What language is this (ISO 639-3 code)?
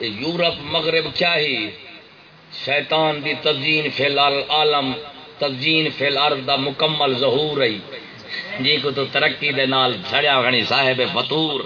skr